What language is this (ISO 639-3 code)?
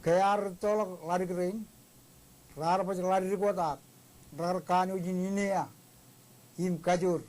mah